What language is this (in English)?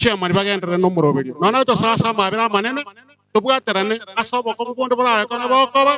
Gusii